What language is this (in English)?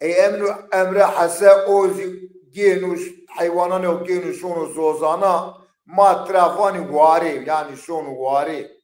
Zaza